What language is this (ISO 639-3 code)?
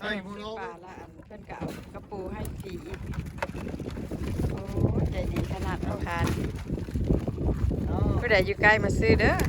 lao